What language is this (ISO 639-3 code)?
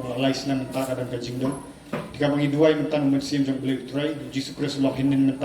kha